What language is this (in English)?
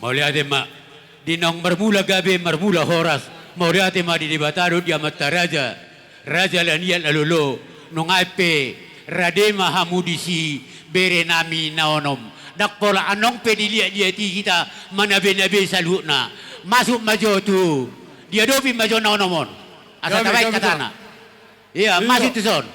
Batak Toba